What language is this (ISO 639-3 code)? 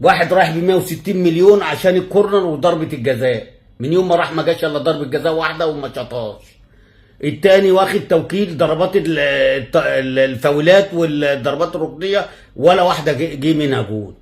arz